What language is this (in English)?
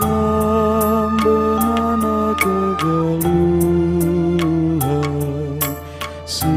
Batak Karo